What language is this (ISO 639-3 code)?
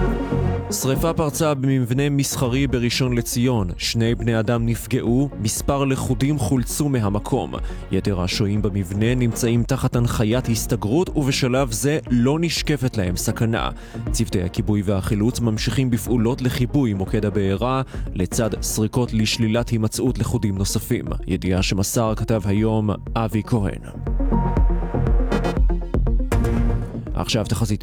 heb